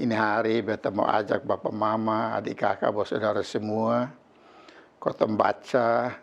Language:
Kupang Malay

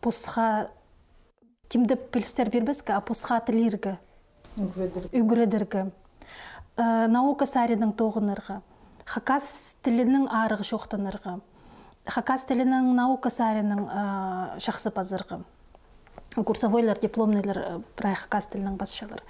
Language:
Khakas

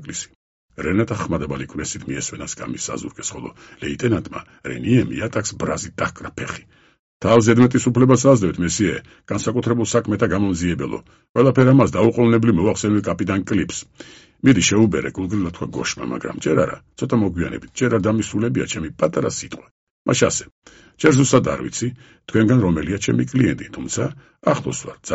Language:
Georgian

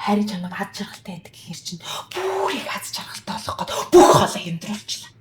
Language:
Mongolian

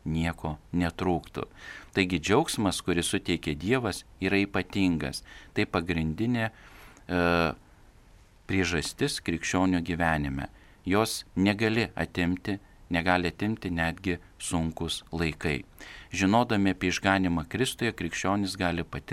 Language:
Lithuanian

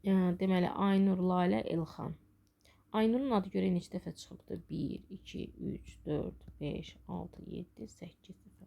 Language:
Azerbaijani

